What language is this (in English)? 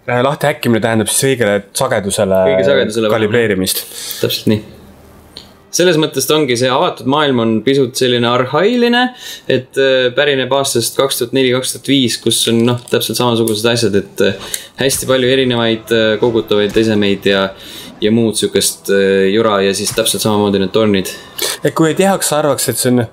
Estonian